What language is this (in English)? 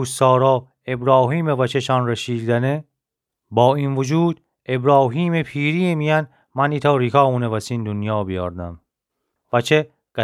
Gilaki